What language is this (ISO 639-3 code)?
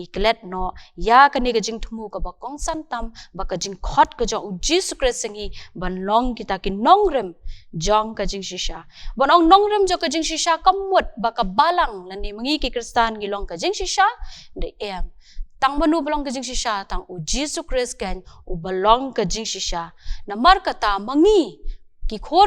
kha